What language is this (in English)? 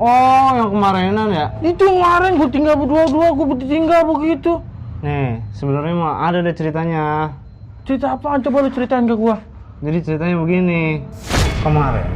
Betawi